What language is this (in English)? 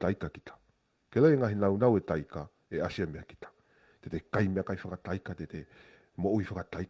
Tongan